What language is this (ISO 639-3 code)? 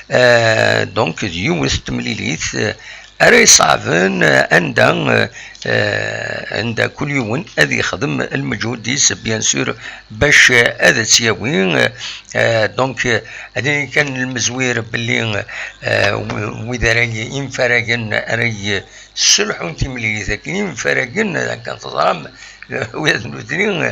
kab